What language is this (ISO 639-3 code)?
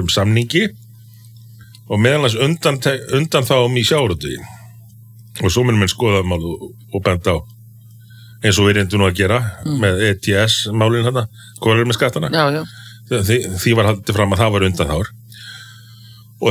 isl